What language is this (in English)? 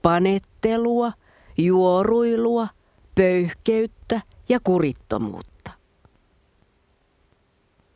Finnish